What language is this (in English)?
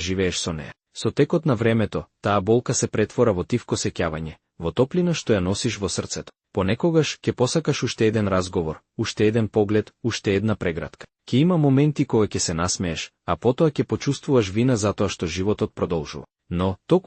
Macedonian